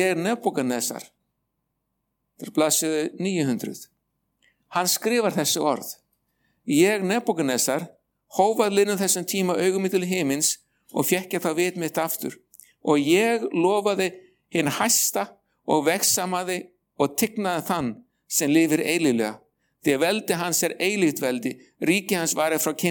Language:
Icelandic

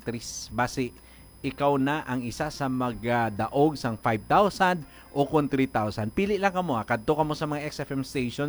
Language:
Hiligaynon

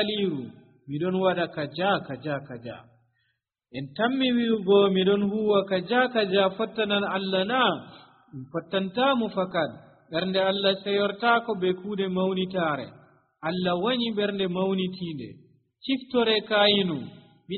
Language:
Nigerian Fulfulde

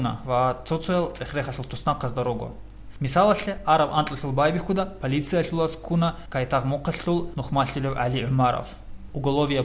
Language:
Avaric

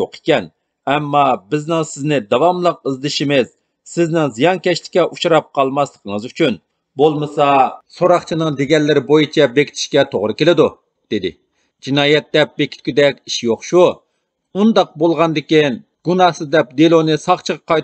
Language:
Uyghur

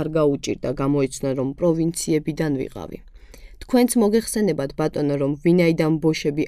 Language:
Georgian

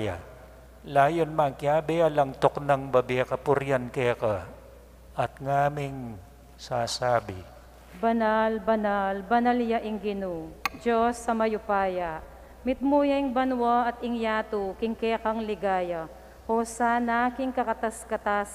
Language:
Pampanga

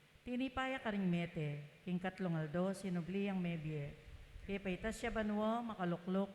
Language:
Pampanga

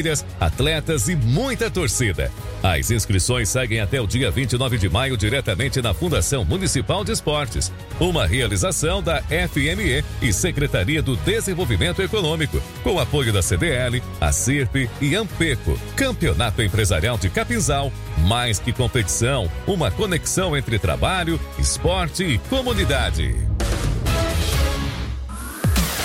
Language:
Portuguese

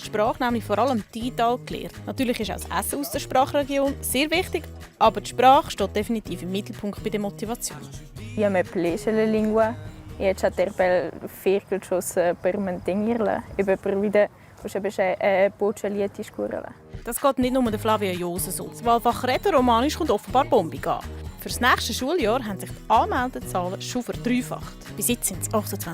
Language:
Swiss German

